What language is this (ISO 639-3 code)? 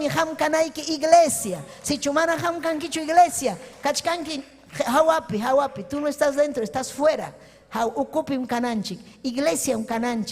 quy